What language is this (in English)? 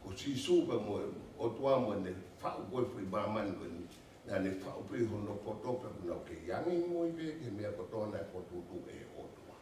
Tongan